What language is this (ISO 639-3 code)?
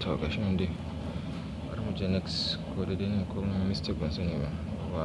hau